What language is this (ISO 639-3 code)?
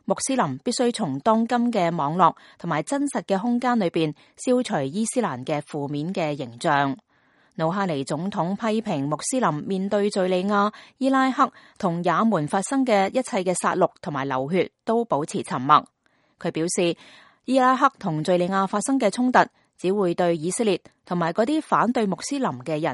yue